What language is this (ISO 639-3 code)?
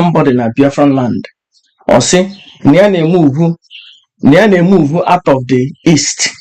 ibo